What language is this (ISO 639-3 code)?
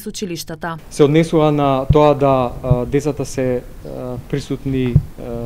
mkd